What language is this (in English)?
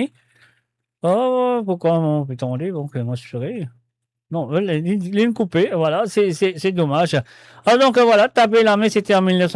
Morisyen